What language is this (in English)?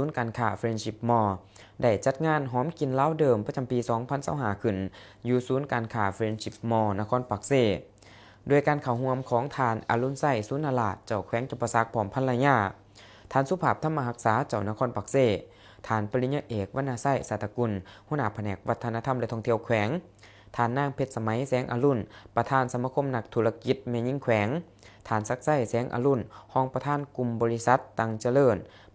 Lao